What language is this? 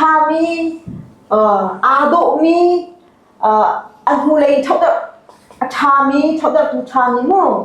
Hakha Chin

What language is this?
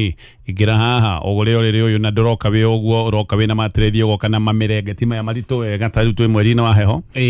Kikuyu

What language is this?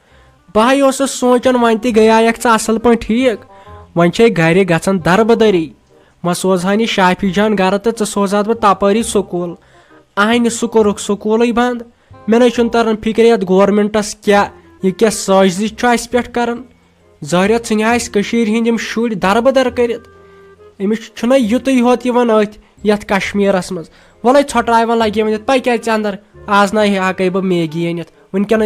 Kashmiri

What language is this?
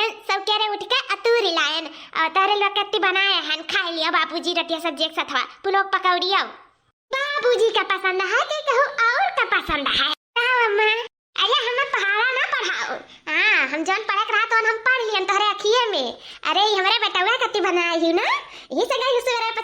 Awadhi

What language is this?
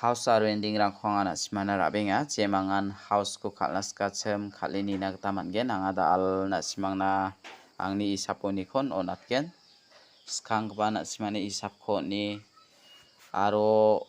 Garo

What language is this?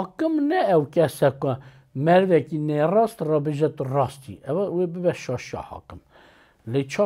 Kurdish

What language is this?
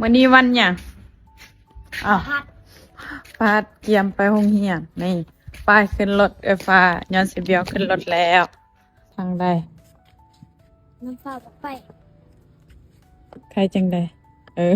Lao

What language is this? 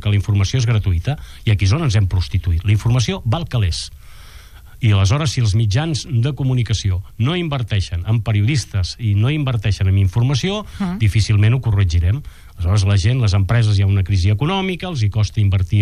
Catalan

